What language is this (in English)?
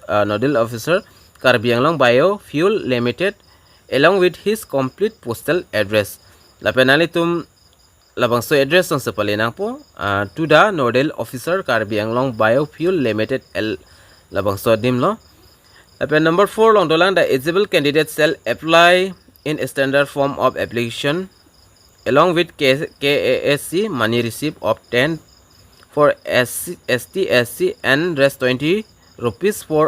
Karbi